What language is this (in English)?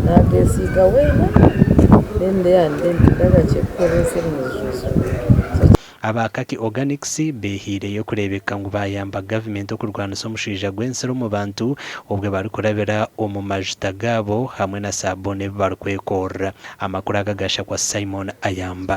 Nyankole